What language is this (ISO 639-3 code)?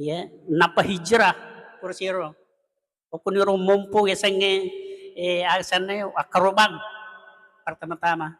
bug